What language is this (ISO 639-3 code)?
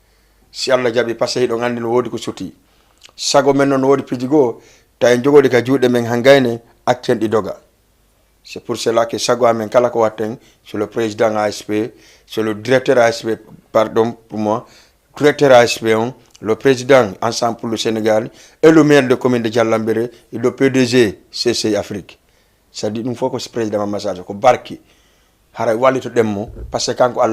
ful